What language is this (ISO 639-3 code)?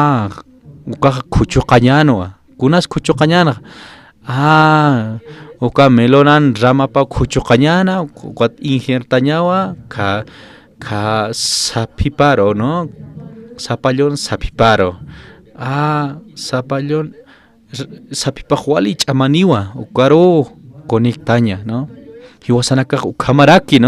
aym